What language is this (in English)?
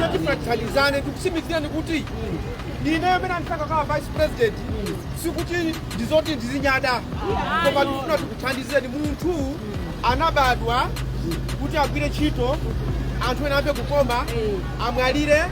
Nyanja